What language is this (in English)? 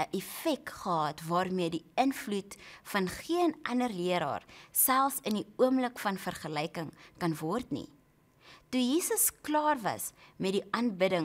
Afrikaans